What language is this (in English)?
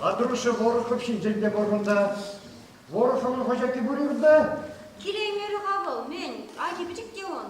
Chuvash